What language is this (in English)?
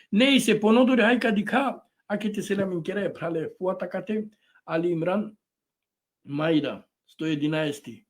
Balkan Romani